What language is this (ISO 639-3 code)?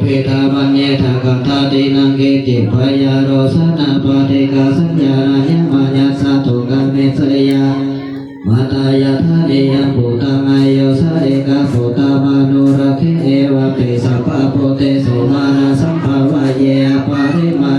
pli